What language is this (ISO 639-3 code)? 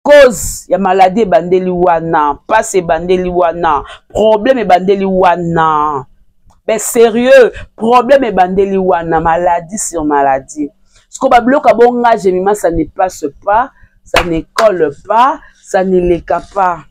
lin